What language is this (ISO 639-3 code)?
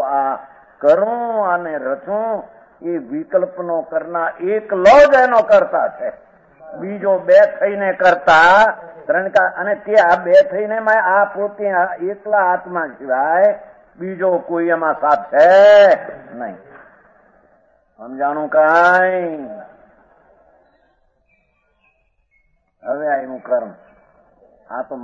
guj